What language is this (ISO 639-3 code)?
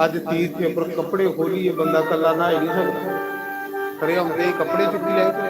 doi